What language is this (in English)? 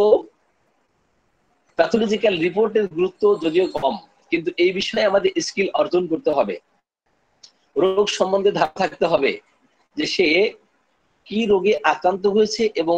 Bangla